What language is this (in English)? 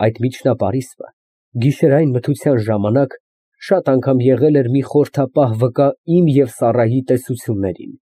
Armenian